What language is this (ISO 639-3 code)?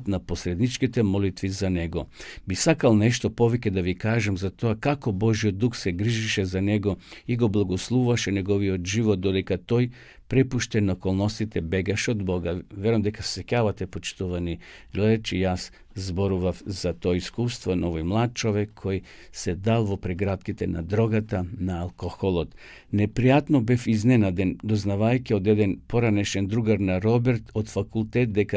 mkd